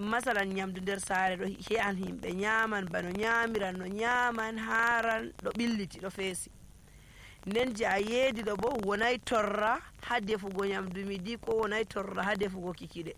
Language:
Nigerian Fulfulde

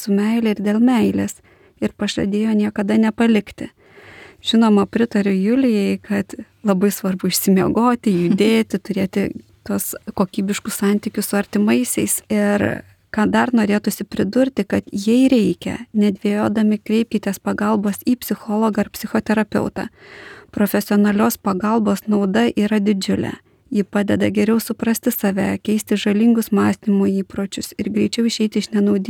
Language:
Lithuanian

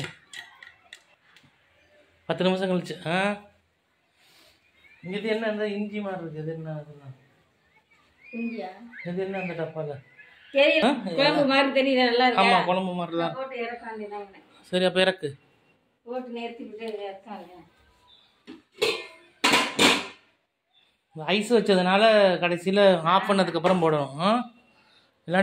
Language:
Tamil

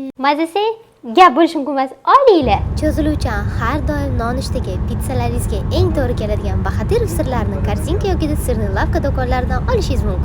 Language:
Uzbek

